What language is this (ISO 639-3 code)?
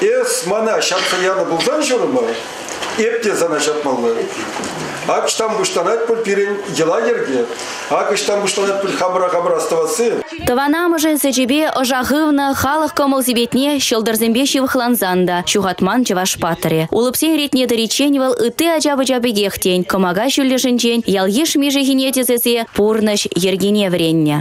chv